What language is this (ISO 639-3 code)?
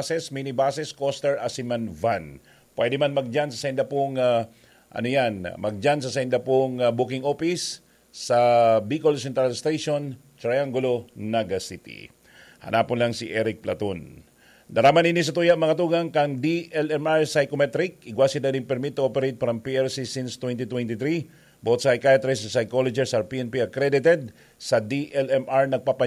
bik